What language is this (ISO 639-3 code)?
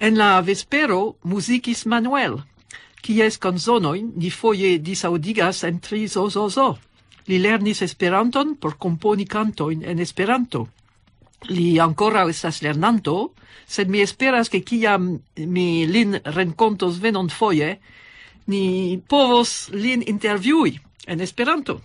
epo